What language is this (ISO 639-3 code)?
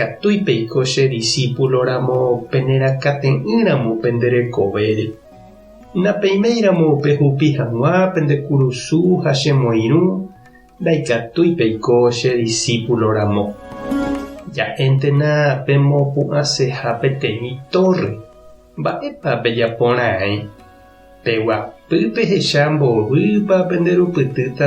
grn